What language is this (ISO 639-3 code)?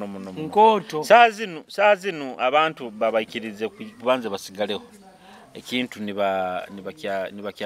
nyo